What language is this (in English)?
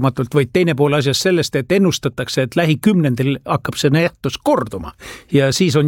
Estonian